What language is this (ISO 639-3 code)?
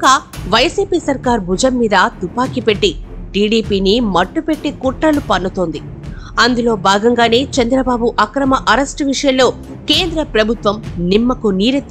tel